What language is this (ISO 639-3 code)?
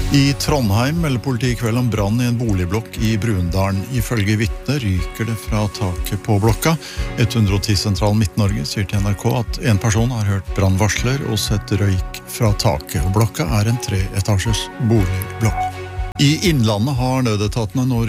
nor